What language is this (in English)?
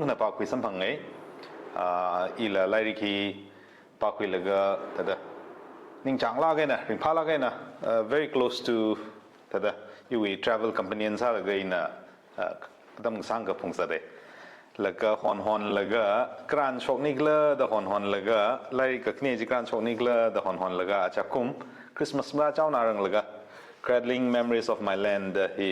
Tangkhul Naga (India)